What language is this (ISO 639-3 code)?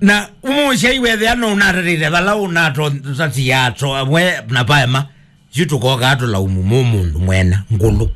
kam